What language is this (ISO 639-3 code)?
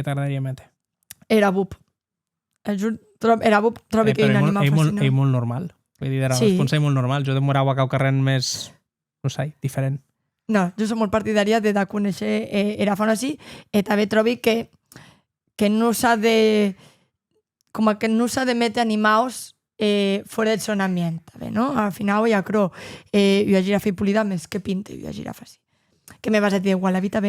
oci